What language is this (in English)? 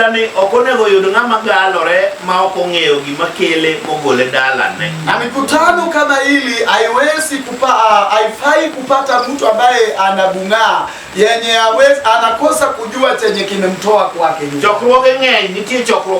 Luo (Kenya and Tanzania)